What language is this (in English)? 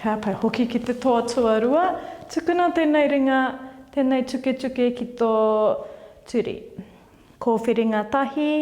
Māori